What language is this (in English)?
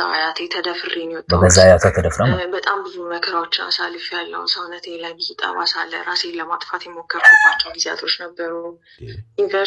Amharic